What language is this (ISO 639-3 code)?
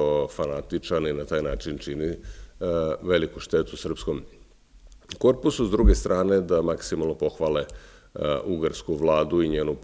srp